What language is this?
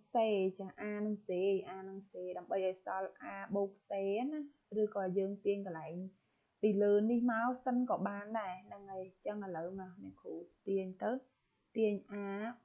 Khmer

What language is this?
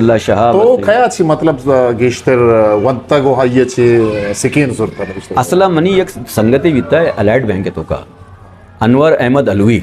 Eastern Balochi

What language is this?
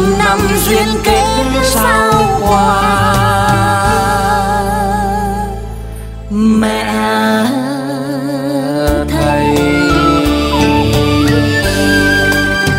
Vietnamese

